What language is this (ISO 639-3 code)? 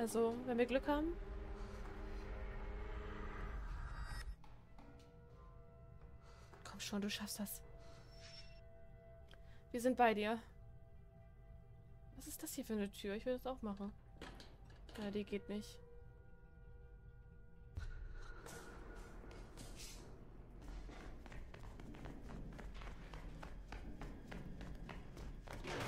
deu